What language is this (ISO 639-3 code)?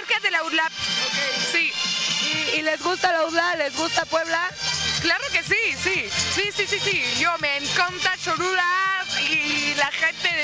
spa